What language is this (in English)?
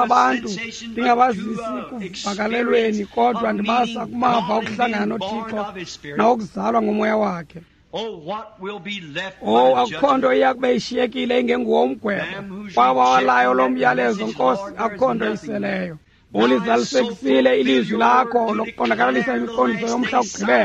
Xhosa